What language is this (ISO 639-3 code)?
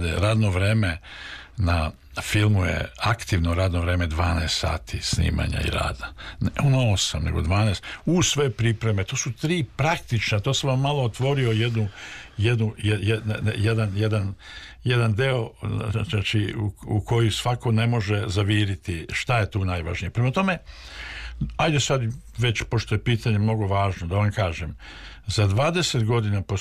srp